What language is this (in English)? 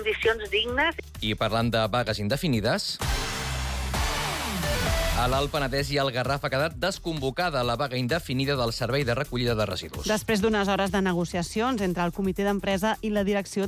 Catalan